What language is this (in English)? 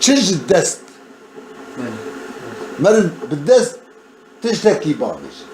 Kurdish